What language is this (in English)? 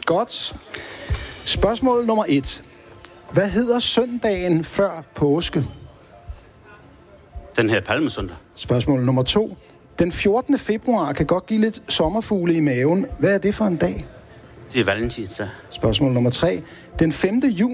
Danish